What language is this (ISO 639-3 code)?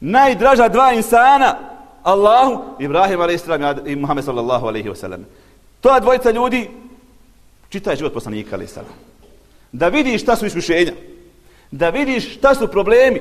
bos